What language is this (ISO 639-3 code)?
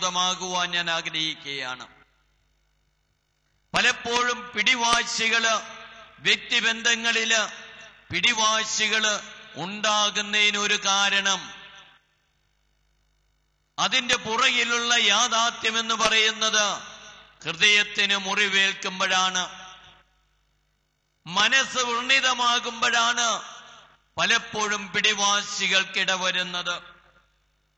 mal